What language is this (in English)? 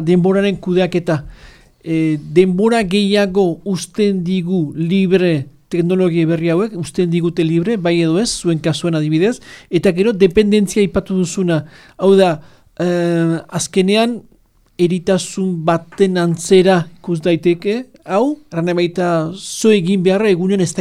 Basque